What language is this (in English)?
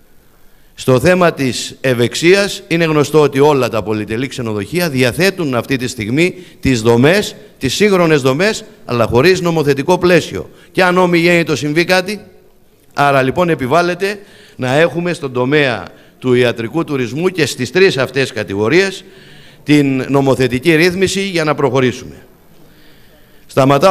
Greek